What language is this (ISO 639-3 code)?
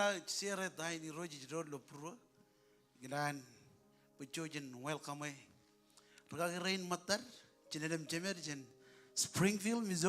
mah